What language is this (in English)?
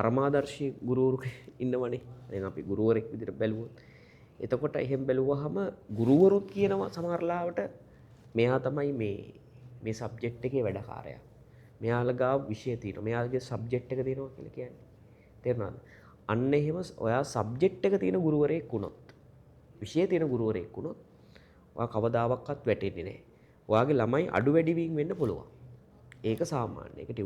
Sinhala